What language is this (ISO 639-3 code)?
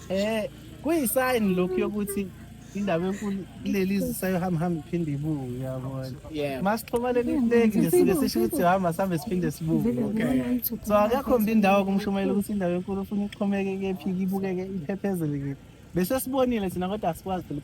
zul